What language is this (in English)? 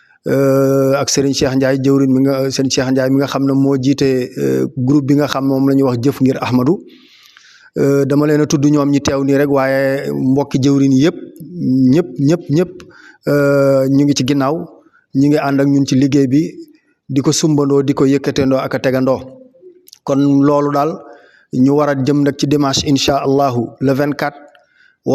Wolof